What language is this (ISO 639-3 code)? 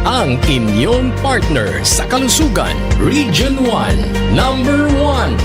pag